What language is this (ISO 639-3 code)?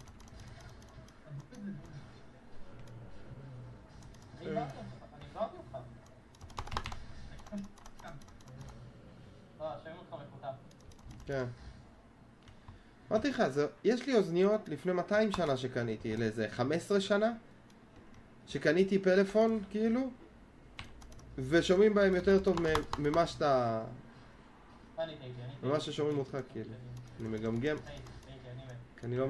heb